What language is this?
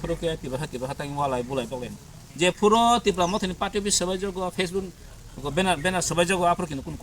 Kok Borok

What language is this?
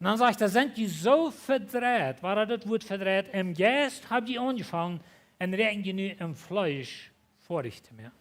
Plautdietsch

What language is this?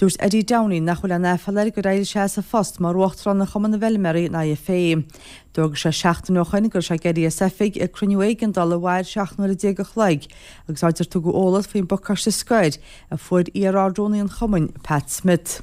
Irish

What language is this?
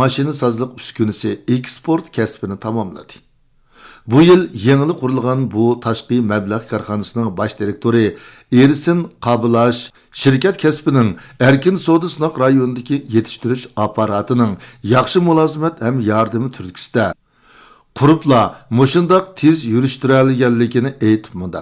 Uyghur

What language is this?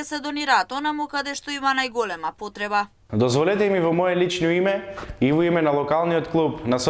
Macedonian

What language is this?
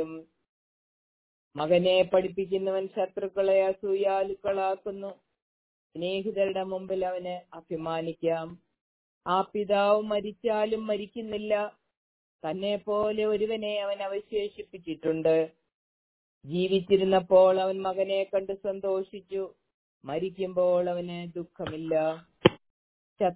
Malayalam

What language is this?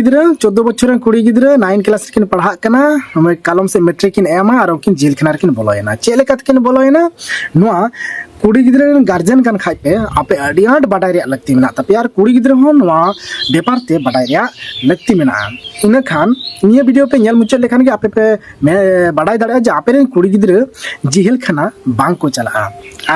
Santali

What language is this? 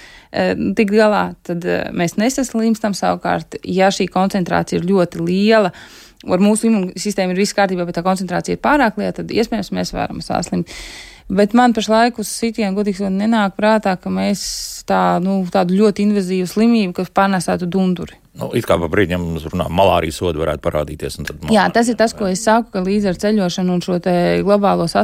Latvian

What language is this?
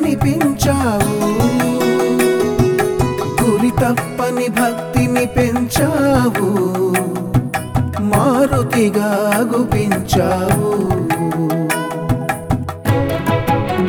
Telugu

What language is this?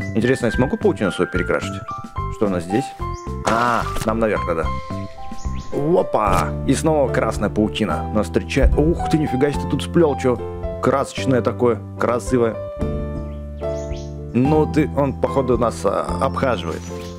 Russian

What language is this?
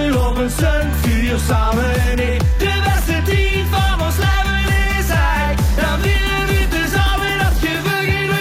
Limburgish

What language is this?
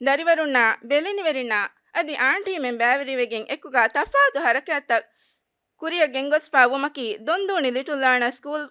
Divehi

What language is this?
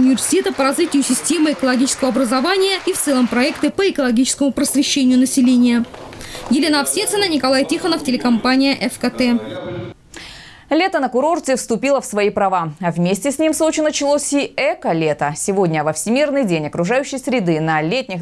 Russian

